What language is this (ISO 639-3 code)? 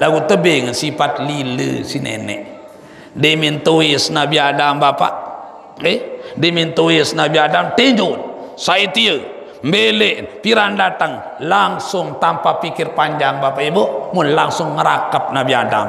sas